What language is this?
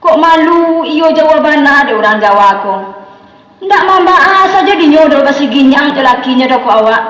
Minangkabau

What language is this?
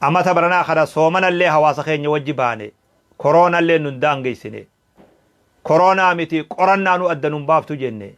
Oromo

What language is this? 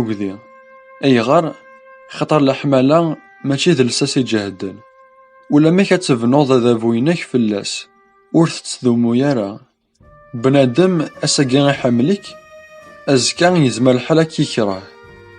Kabyle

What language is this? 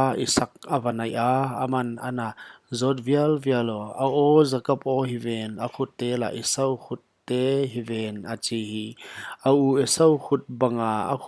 Paite Chin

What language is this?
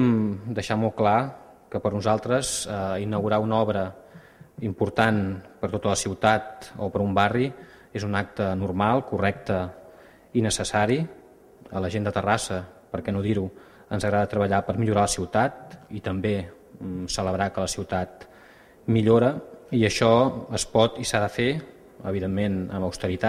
Catalan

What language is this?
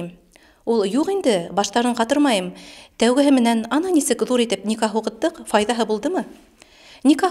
Bashkir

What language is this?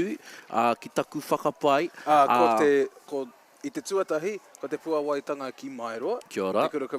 Māori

